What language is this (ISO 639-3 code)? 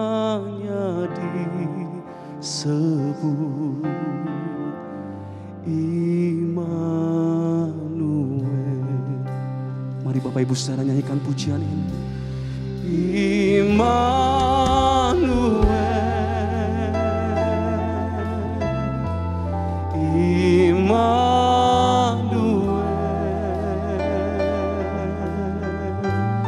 ind